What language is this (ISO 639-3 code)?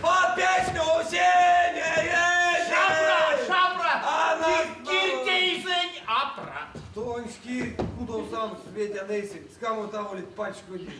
myv